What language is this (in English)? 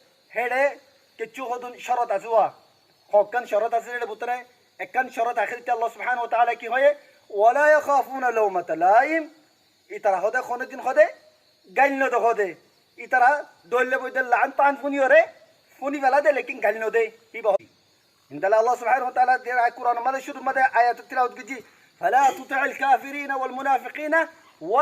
Rohingya